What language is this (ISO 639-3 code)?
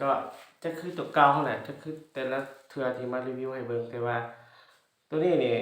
lao